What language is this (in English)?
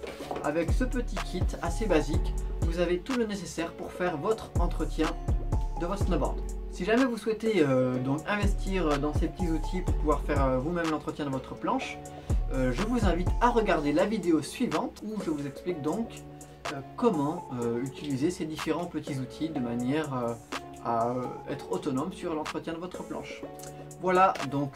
French